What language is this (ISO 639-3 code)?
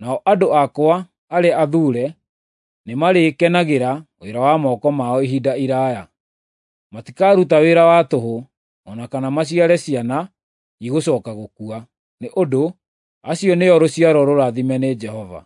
kik